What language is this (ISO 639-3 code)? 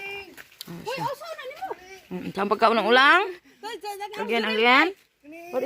ceb